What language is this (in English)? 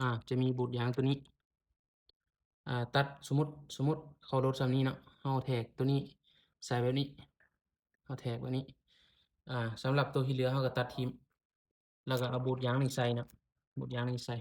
Lao